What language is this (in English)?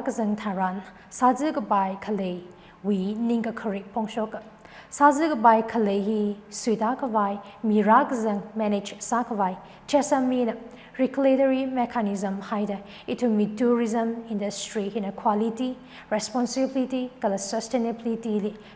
Tangkhul Naga (India)